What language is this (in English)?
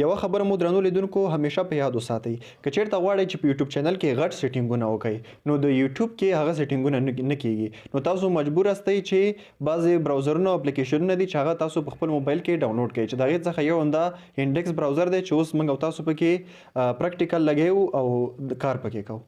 Pashto